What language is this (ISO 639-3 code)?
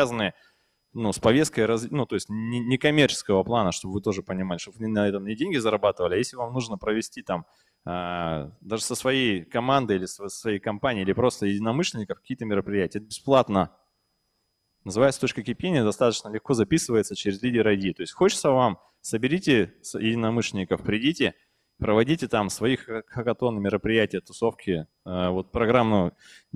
rus